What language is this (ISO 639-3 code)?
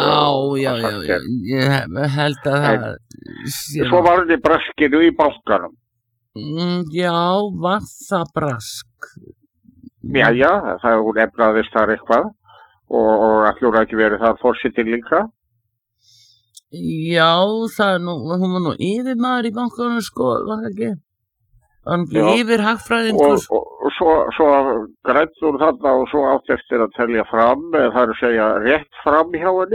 isl